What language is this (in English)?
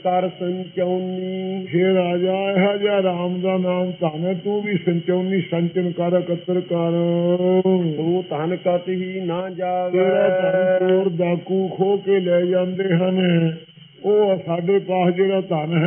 Punjabi